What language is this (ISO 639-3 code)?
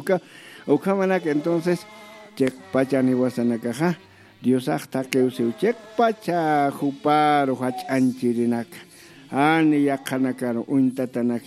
aym